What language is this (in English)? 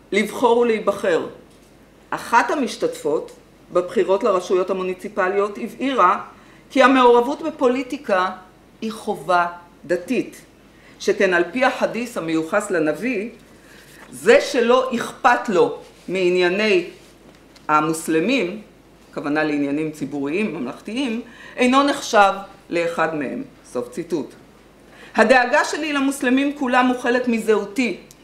Hebrew